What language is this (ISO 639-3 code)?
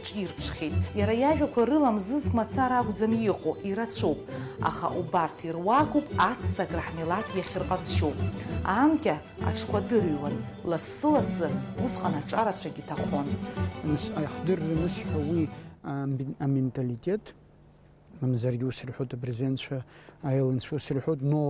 abk